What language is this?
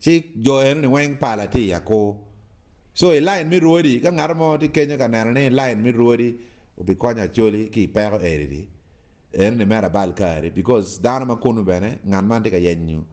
Acoli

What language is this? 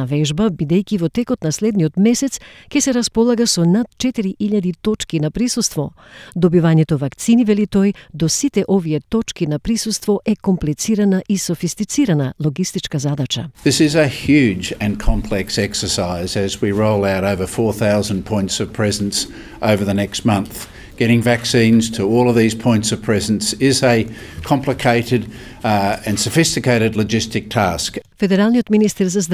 Macedonian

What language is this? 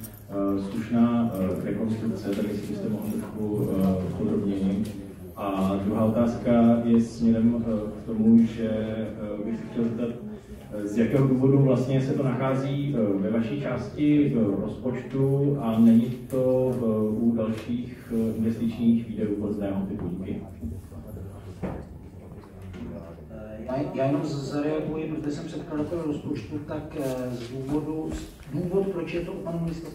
Czech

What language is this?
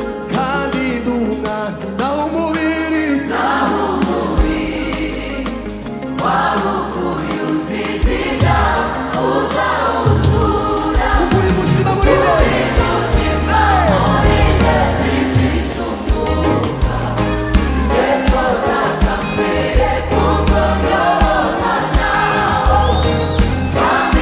Kinyarwanda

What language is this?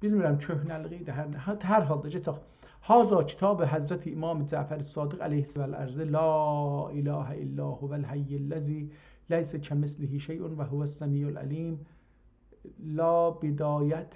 South Azerbaijani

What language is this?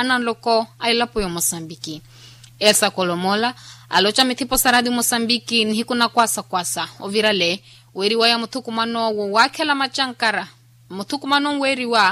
Makhuwa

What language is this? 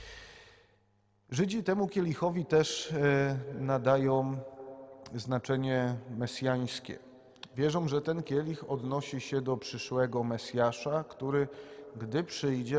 Polish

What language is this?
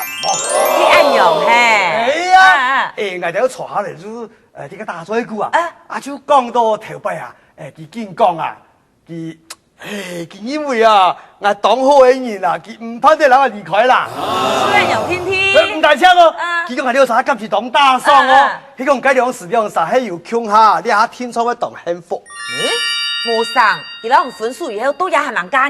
Hakka Chinese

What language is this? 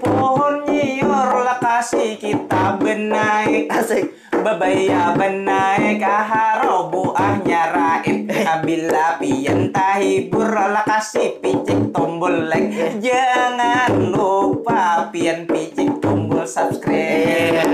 Banjar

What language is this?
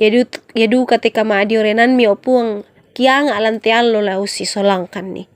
Toraja-Sa'dan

